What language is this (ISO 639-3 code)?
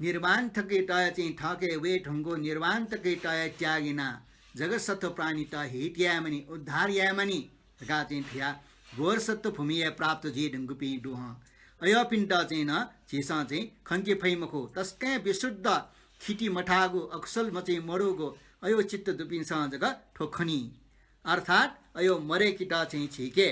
new